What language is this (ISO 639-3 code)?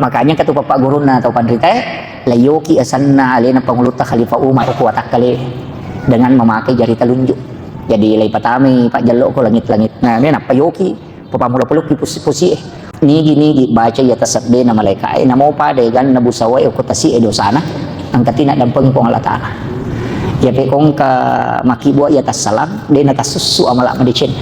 bug